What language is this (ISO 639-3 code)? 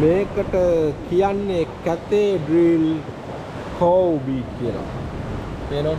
sin